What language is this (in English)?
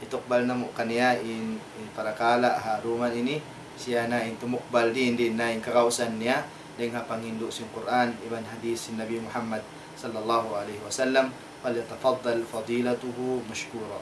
Tausug